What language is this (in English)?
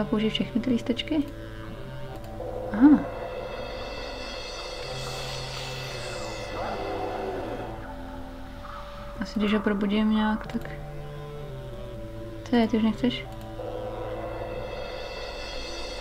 Czech